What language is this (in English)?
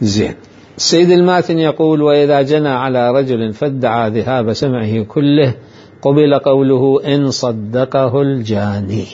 Mesopotamian Arabic